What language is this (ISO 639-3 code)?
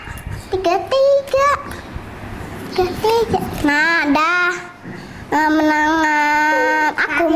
ind